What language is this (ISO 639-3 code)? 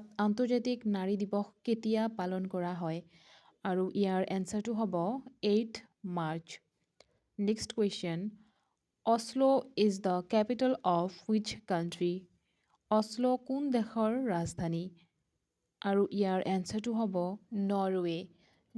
asm